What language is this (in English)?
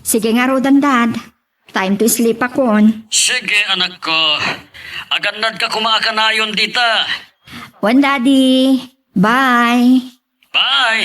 Iloko